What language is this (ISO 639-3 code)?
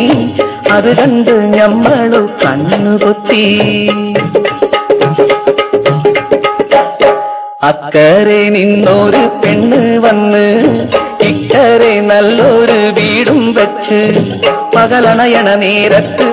mal